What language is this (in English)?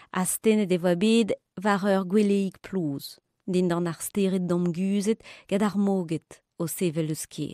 Breton